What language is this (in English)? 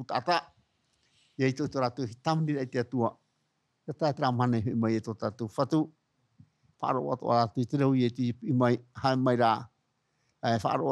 Tahitian